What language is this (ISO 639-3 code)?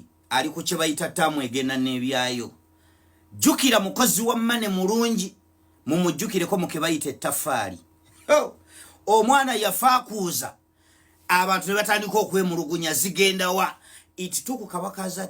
lug